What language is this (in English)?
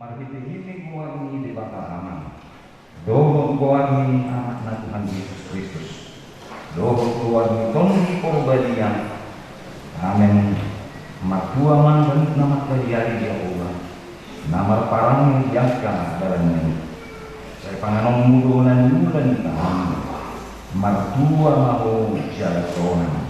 Batak Toba